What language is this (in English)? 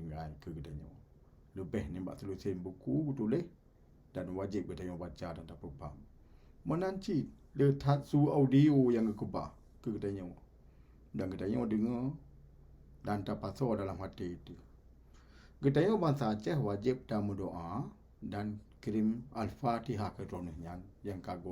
Achinese